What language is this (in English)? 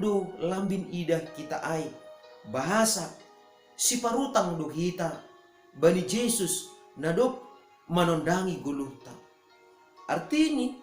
Batak Simalungun